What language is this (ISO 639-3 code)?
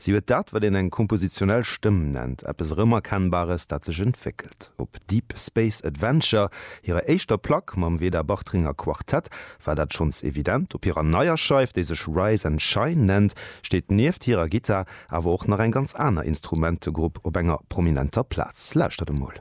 ltz